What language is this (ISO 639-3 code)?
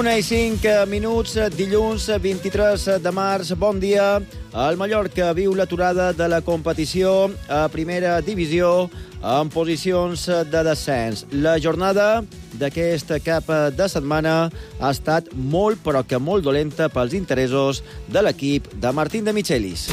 cat